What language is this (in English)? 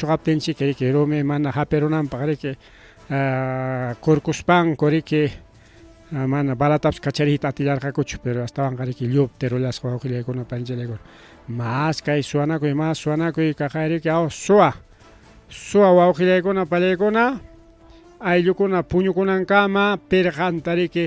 Ayacucho Quechua